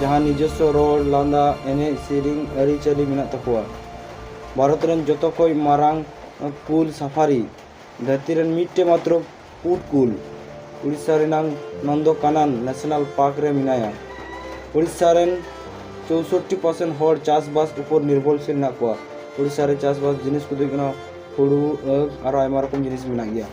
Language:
Santali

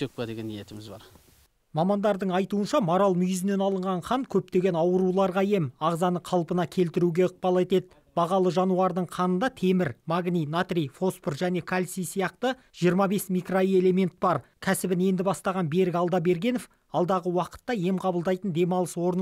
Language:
Kazakh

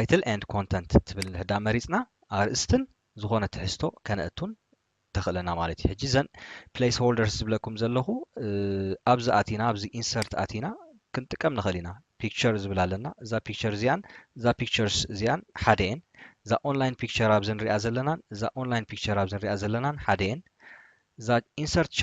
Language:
Tigrinya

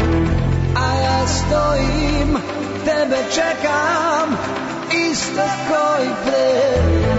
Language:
Serbian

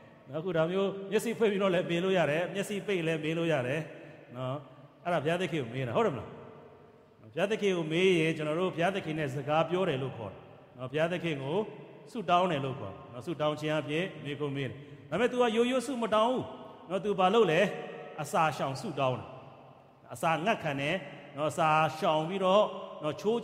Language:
Burmese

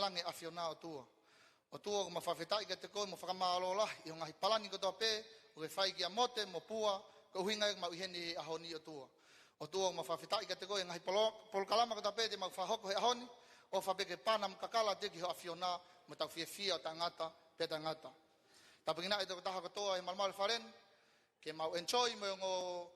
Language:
Tongan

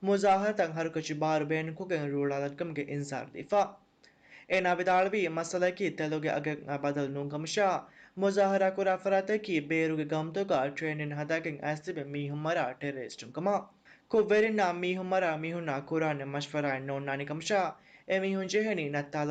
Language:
Divehi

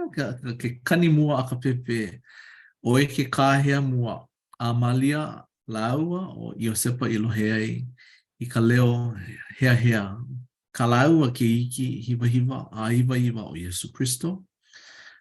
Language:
Hawaiian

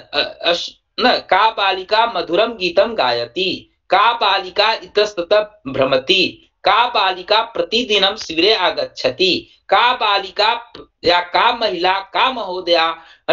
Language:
Sanskrit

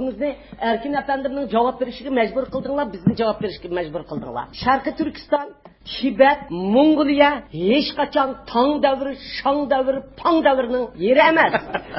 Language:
Uyghur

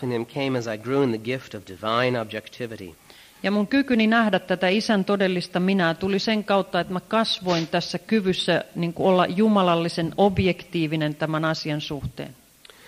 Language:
Finnish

